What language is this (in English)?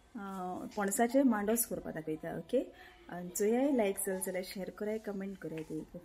Konkani